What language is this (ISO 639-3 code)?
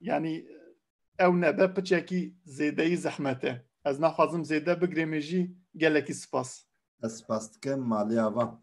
kur